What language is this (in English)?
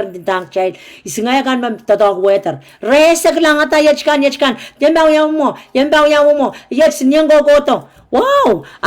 Pohnpeian